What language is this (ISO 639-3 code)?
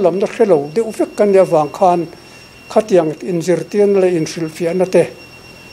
lus